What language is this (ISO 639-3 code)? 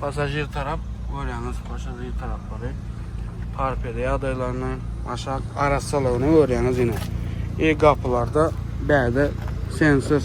tuk